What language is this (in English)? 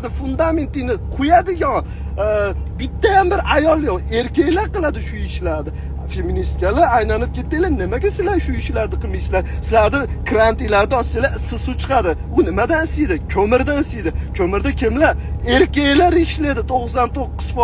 Uzbek